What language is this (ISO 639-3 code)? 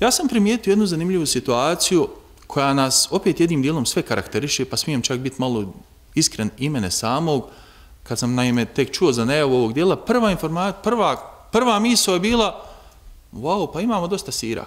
bos